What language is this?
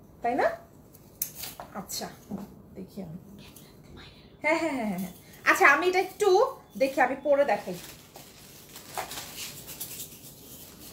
Bangla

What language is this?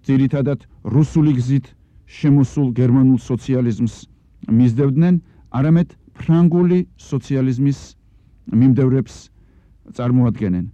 Georgian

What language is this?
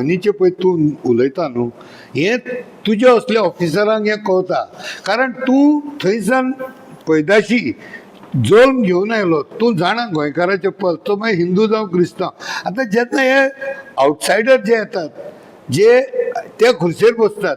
Konkani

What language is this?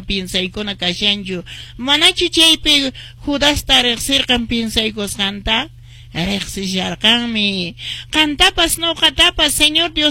Quechua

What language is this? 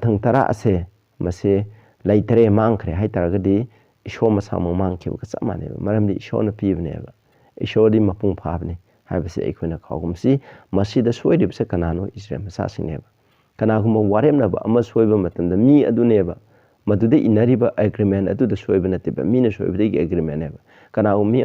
Manipuri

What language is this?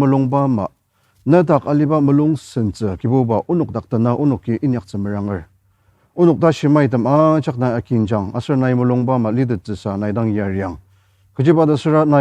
Ao Naga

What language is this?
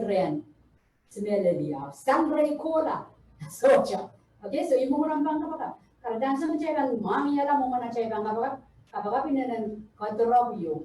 Pohnpeian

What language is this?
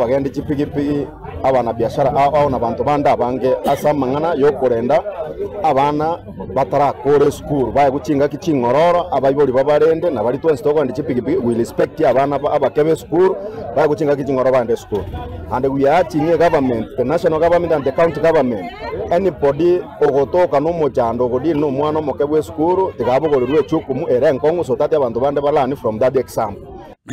Gusii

